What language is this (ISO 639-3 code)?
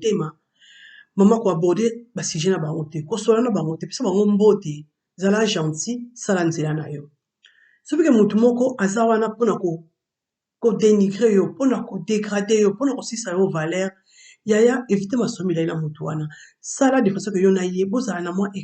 lin